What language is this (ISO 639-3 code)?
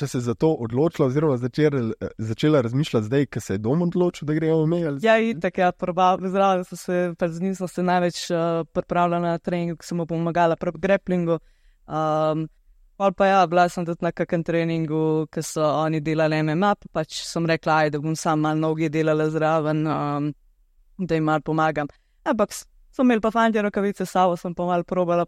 slv